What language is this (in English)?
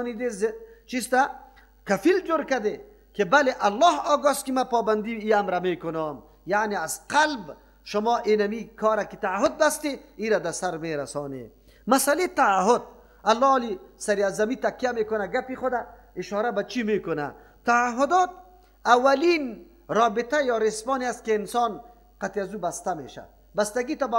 Persian